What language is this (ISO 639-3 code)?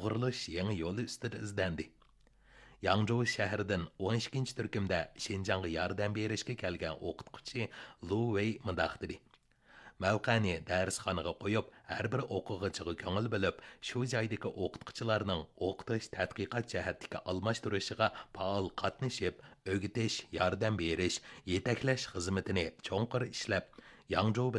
uig